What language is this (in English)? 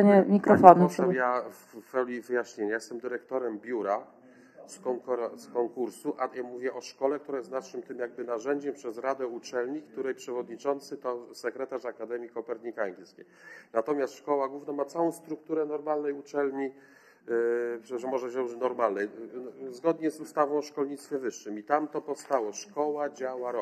Polish